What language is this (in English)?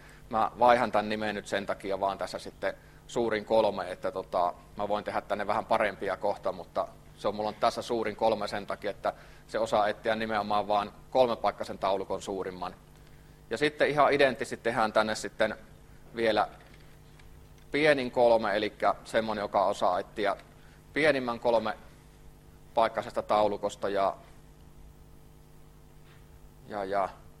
Finnish